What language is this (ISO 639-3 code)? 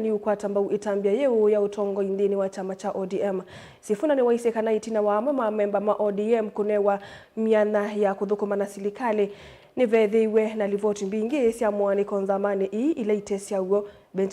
kam